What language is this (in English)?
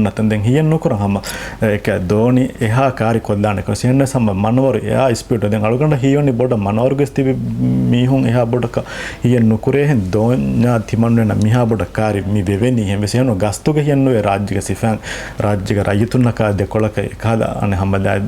Divehi